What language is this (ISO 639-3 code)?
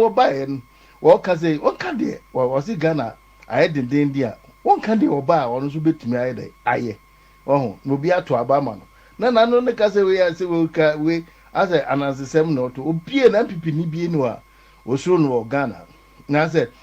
aka